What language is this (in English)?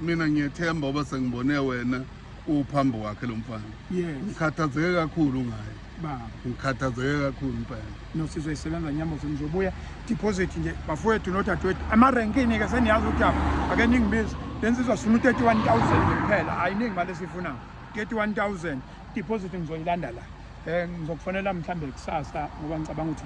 Zulu